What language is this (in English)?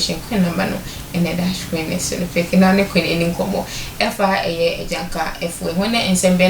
Akan